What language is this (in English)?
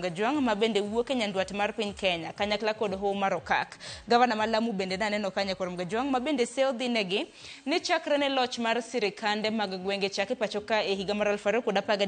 Luo (Kenya and Tanzania)